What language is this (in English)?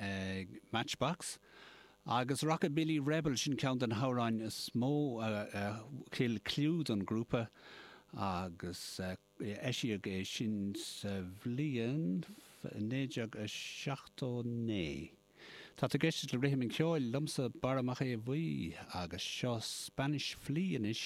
Irish